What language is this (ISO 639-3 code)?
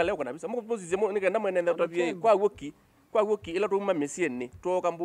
kam